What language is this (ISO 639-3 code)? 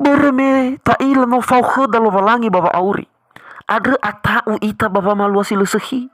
nia